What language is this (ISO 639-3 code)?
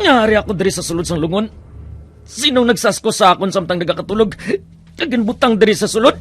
hil